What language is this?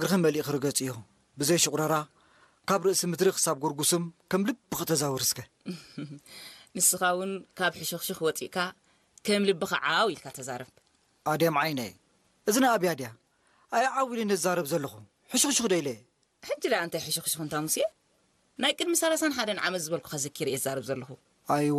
Tigrinya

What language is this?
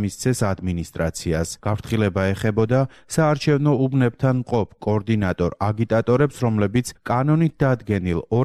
Georgian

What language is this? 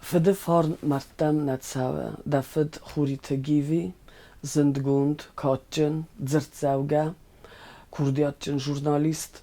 Ossetic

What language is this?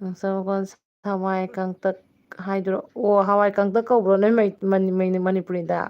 Manipuri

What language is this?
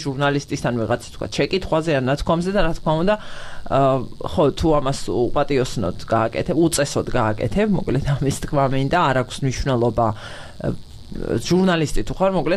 Georgian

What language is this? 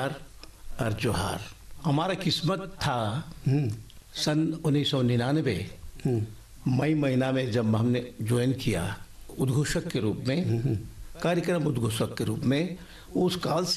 Hindi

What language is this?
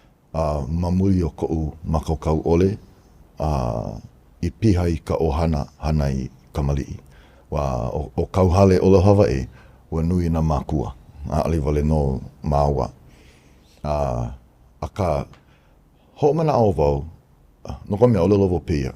Hawaiian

